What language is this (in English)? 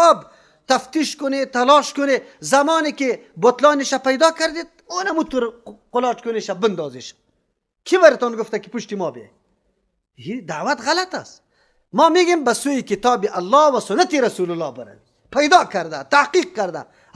Persian